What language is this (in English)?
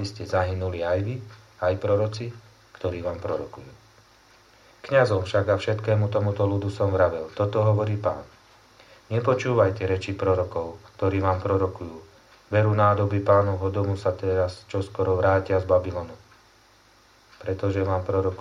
Slovak